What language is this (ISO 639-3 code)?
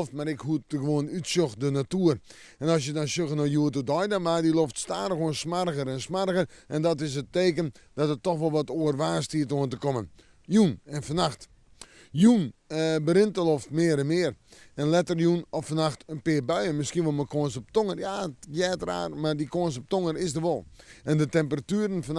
fry